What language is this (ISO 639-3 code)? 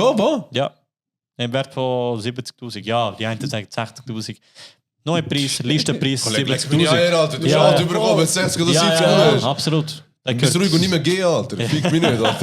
gsw